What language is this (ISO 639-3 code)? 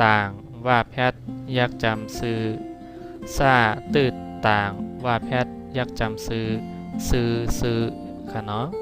shn